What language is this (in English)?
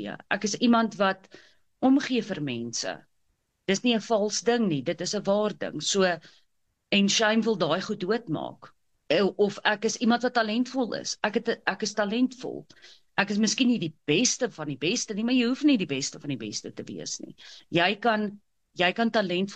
Afrikaans